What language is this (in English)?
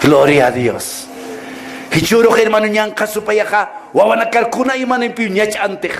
Aymara